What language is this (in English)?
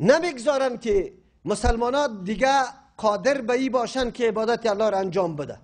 Persian